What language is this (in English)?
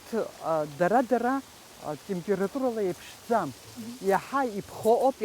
Abkhazian